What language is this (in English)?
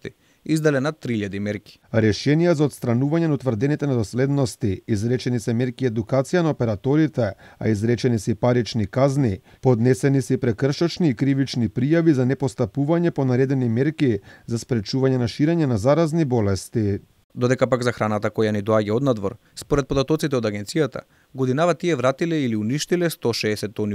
Macedonian